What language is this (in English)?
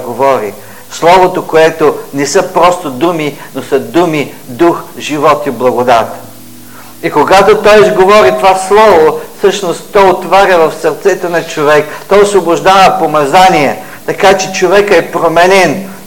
Bulgarian